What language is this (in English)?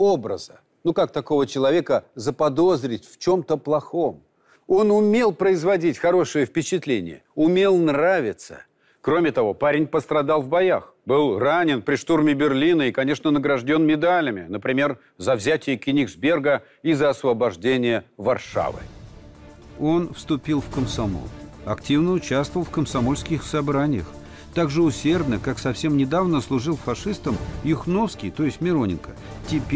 Russian